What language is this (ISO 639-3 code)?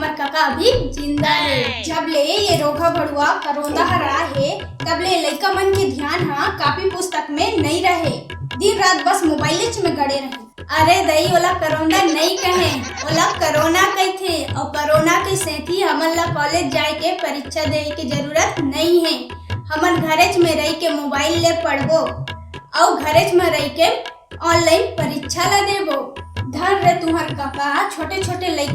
hne